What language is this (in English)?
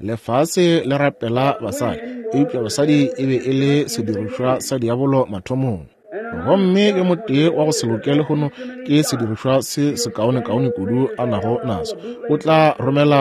Northern Sotho